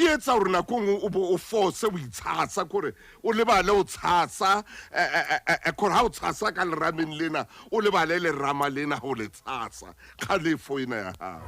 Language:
Southern Sotho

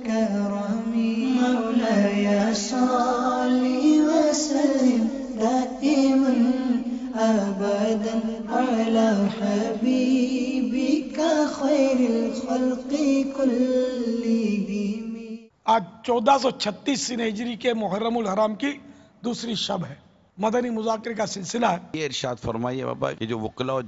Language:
Urdu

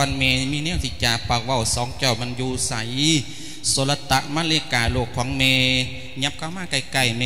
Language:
Lao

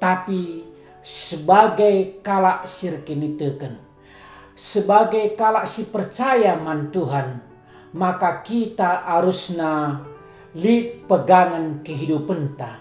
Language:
Batak Karo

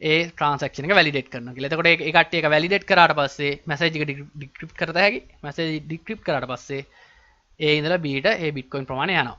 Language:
Sinhala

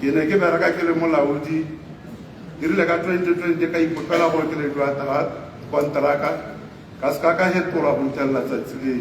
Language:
Tswana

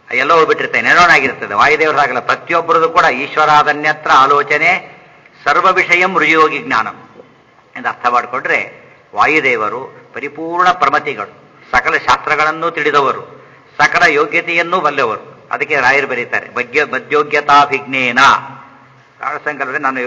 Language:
Kannada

